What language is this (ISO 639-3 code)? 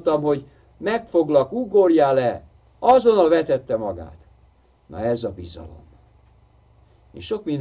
hun